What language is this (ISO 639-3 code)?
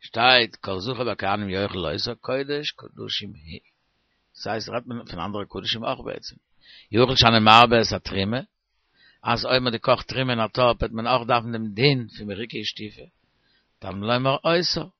yid